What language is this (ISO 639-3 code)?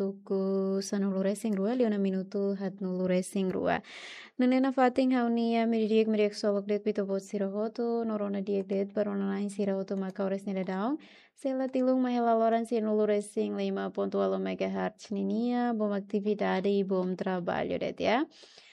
tet